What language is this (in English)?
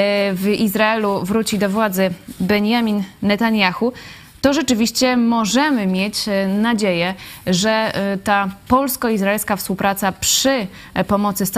Polish